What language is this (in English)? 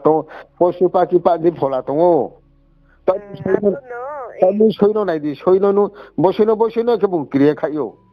Riang (India)